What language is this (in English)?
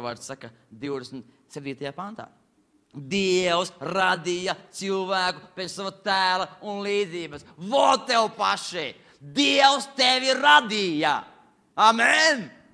Latvian